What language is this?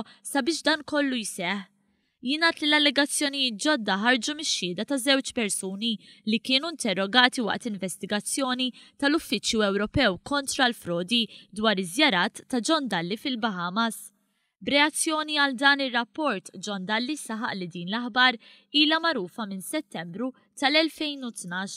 Maltese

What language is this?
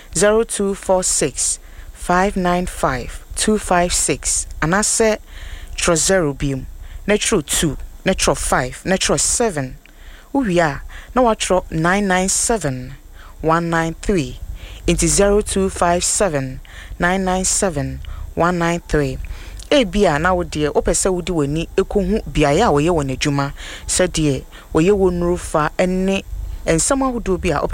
Akan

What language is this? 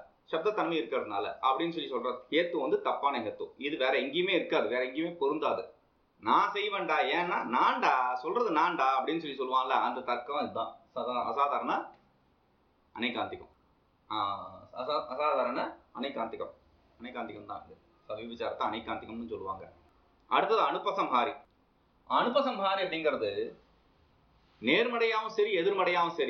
Tamil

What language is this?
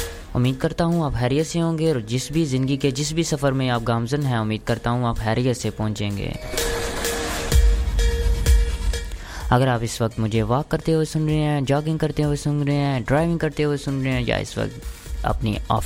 Urdu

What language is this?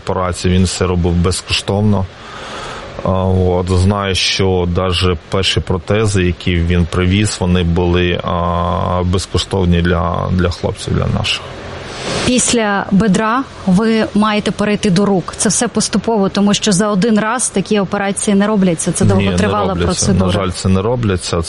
Ukrainian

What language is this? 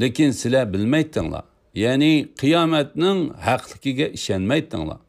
Uyghur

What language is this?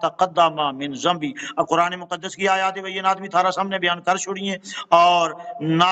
Gujari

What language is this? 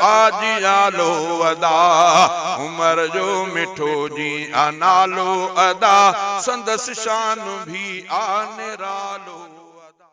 Sindhi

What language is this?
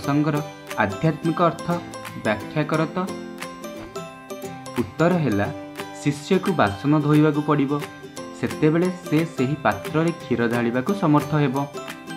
Odia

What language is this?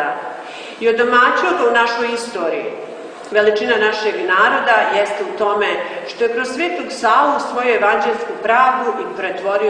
Serbian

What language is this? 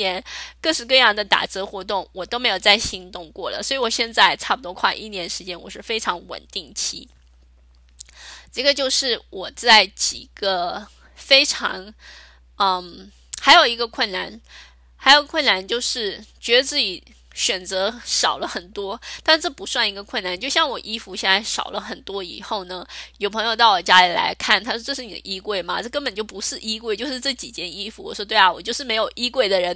Chinese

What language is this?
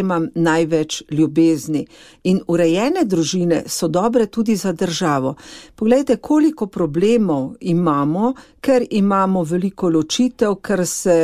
Slovenian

